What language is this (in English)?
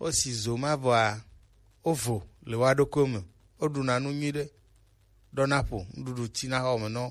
Gen